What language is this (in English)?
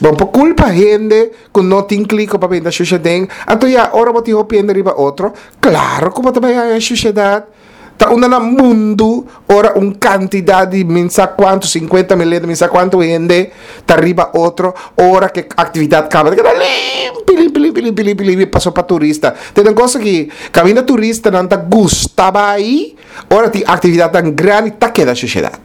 Papiamento